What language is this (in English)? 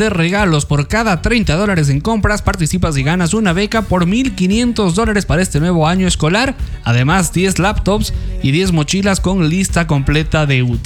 Spanish